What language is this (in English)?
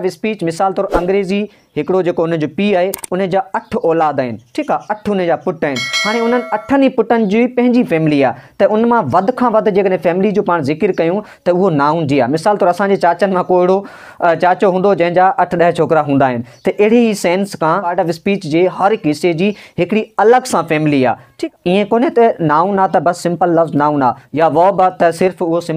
Sindhi